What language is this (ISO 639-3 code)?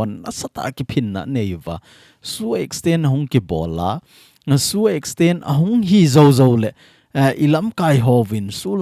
tcz